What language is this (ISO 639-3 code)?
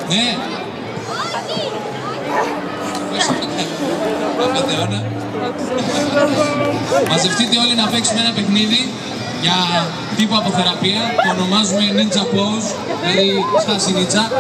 ell